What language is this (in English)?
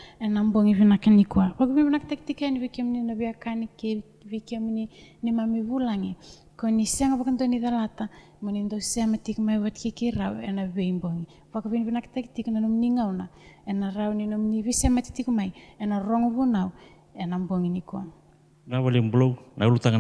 Fijian